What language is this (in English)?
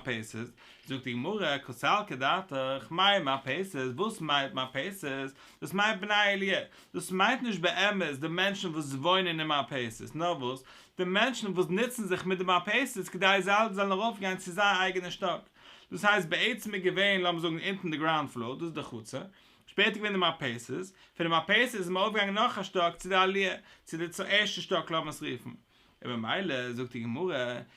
Yiddish